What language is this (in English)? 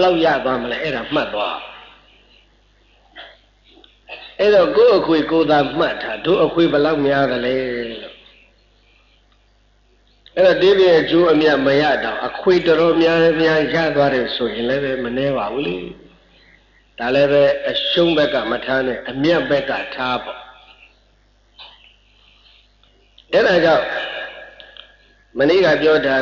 Burmese